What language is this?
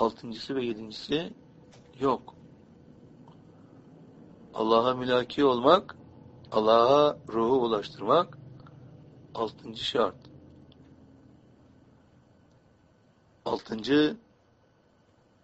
Turkish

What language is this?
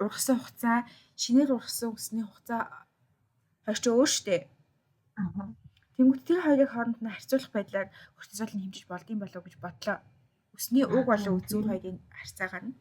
Mongolian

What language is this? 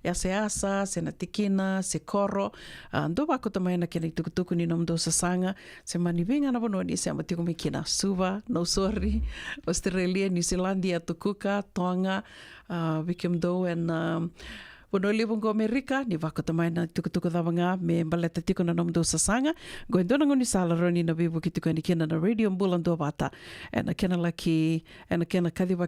Fijian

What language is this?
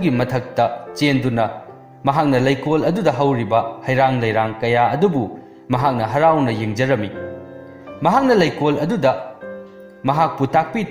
Manipuri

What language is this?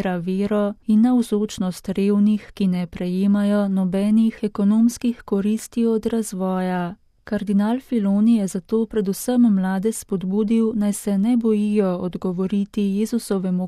Slovenian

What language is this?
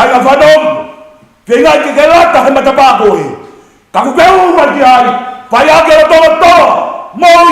Tongan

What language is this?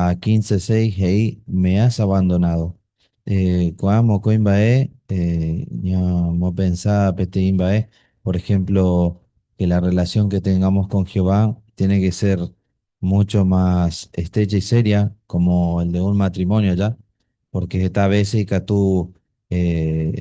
Guarani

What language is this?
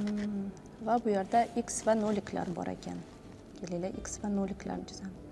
Uzbek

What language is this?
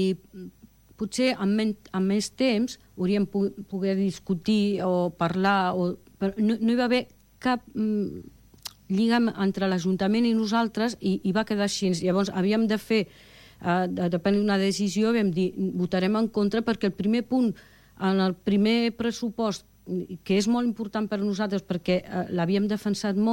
Catalan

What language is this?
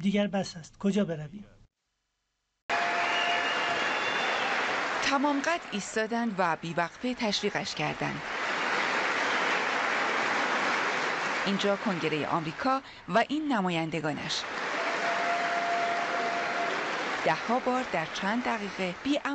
Persian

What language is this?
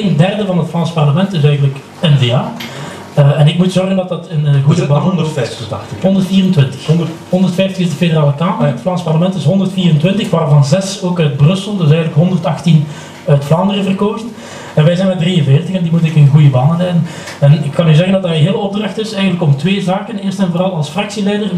Dutch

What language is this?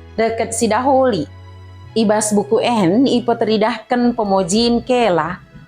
Batak Dairi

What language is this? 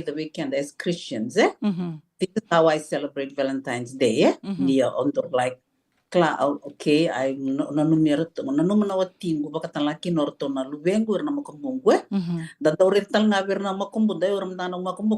Fijian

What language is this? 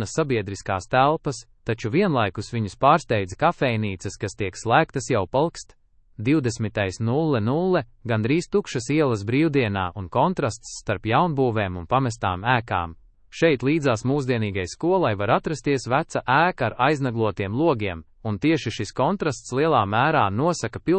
Latvian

